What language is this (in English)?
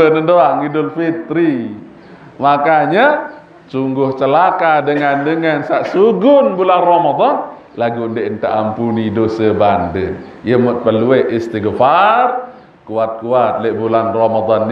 Sasak